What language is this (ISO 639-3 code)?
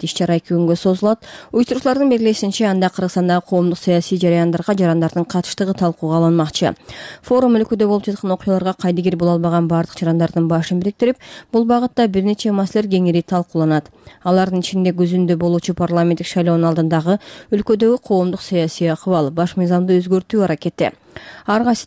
kir